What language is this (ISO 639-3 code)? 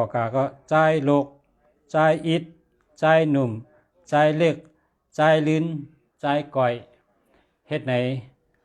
shn